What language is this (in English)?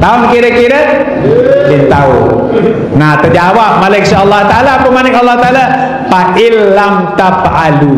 Sasak